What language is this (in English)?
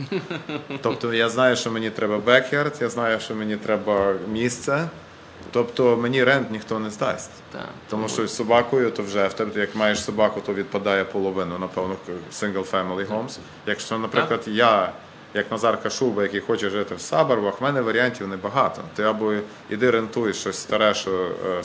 Ukrainian